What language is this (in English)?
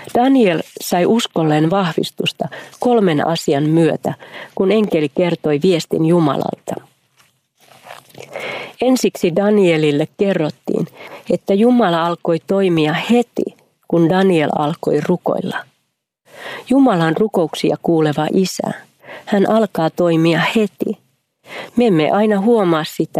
Finnish